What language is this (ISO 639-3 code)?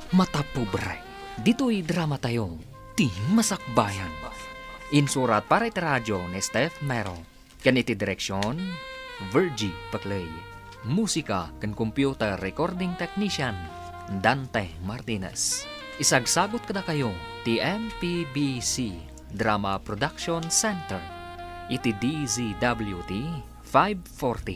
ilo